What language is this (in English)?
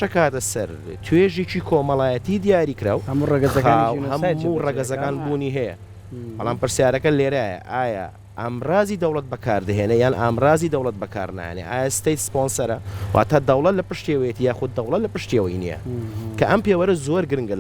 Central Kurdish